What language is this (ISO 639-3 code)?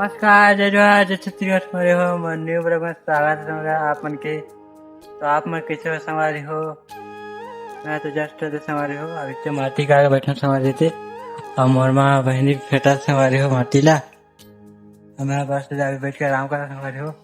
hne